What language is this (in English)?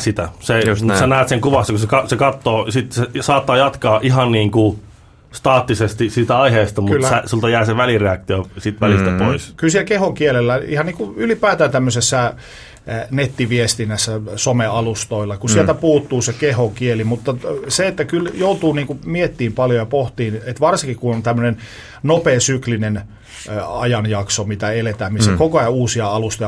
Finnish